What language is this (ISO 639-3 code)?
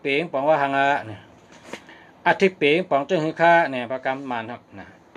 shn